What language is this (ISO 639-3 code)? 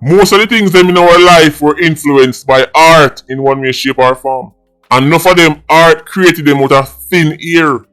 jam